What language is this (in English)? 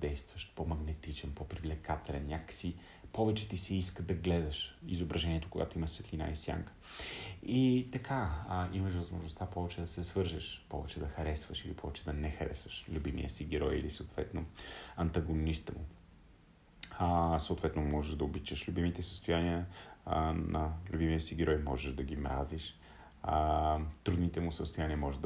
Bulgarian